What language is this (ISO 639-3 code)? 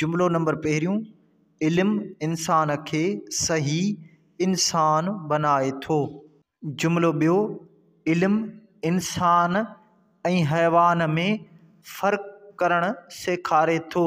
snd